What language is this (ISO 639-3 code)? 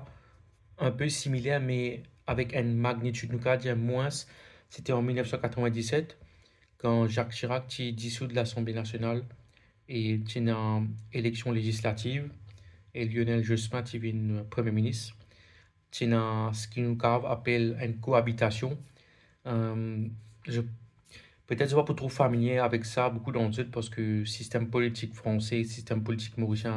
mfe